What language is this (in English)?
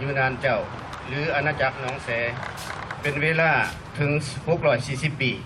Lao